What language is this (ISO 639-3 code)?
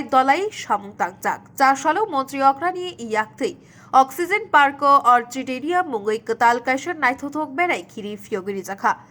trp